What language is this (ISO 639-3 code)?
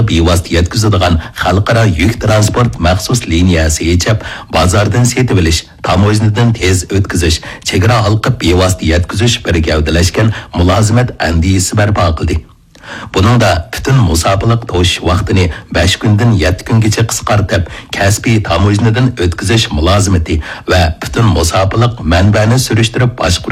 uig